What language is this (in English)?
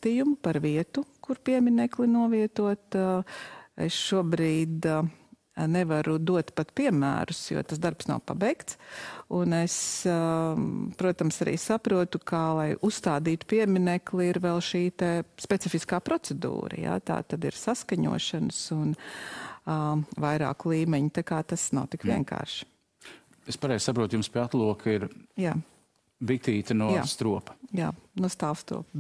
Latvian